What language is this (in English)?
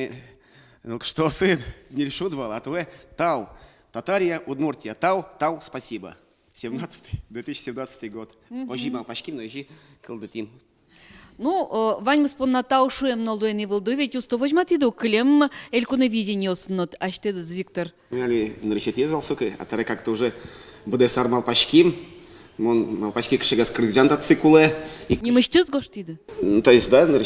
Udmurt